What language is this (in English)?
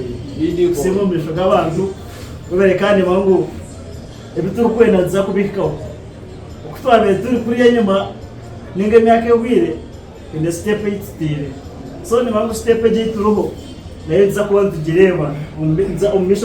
Nyankole